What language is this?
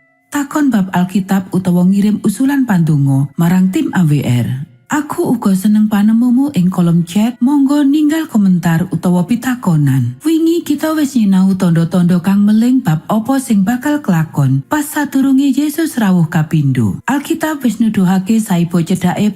Javanese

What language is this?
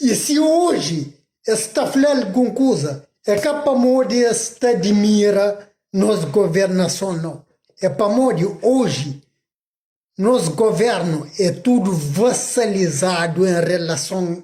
Kabuverdianu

